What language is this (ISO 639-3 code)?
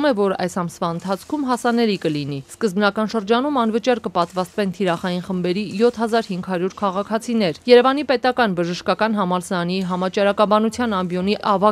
hye